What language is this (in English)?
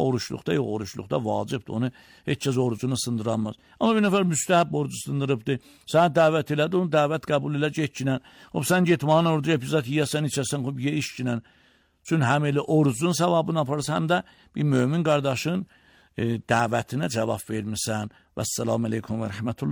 Azerbaijani